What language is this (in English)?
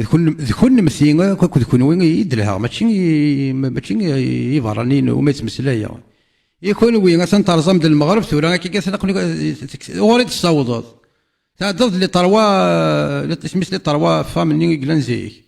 Kabyle